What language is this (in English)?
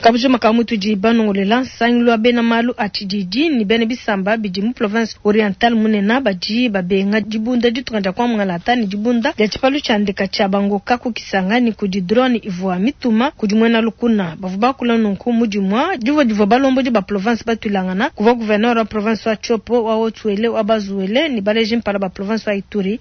Luba-Lulua